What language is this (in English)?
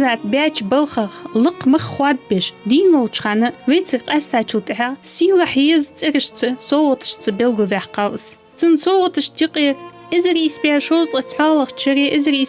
Ingush